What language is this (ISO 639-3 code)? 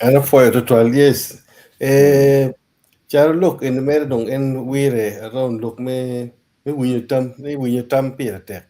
ach